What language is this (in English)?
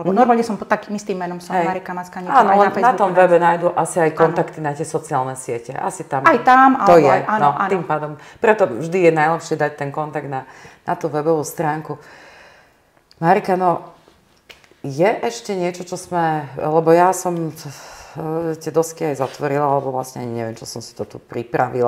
Slovak